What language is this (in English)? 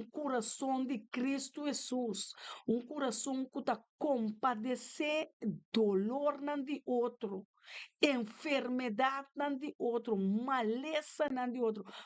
Papiamento